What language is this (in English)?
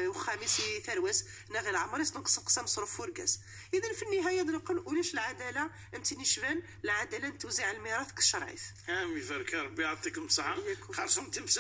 Moroccan Arabic